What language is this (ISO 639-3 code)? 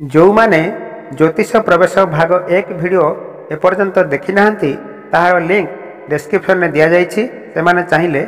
ori